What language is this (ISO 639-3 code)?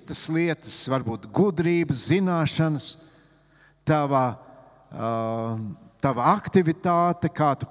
lav